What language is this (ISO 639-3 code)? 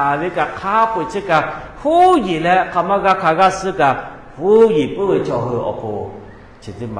lhu